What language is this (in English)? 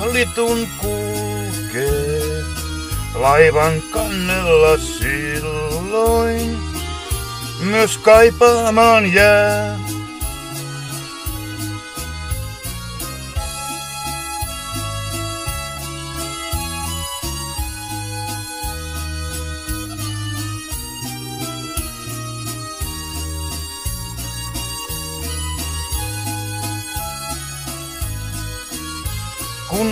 Finnish